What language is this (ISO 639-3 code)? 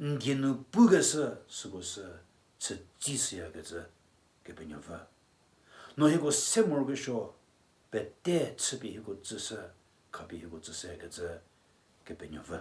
njm